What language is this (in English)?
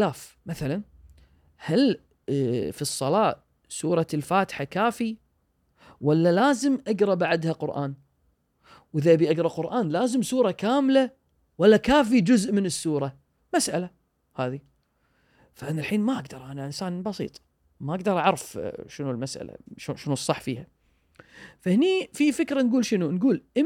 Gulf Arabic